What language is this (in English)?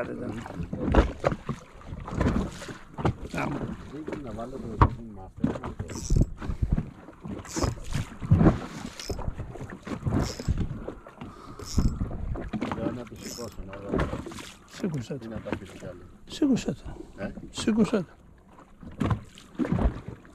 Greek